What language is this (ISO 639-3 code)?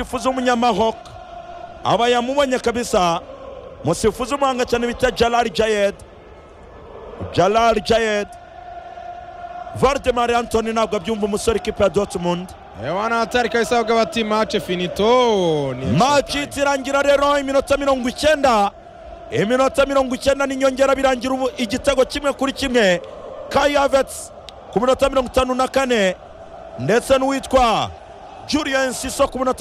kin